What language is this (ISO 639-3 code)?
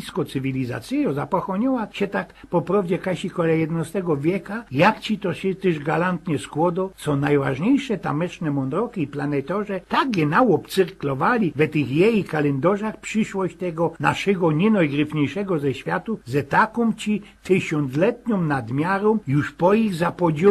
szl